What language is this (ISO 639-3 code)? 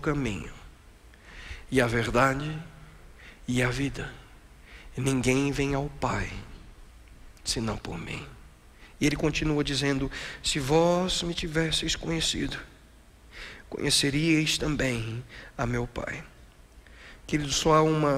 por